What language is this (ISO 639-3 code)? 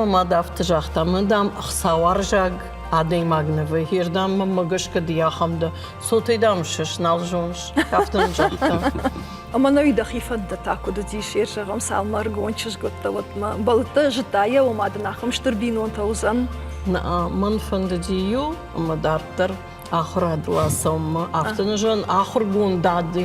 oss